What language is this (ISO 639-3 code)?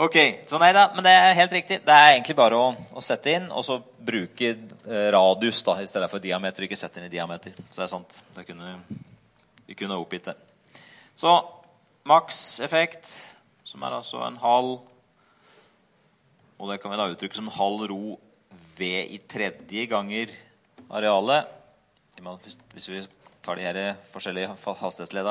nor